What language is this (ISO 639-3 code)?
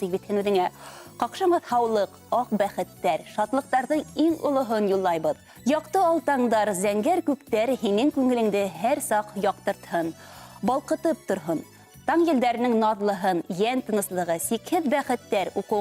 bak